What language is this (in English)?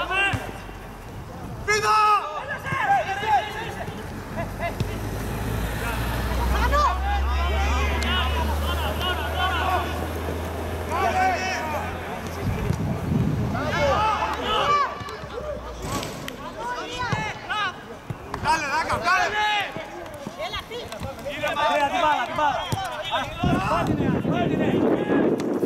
Greek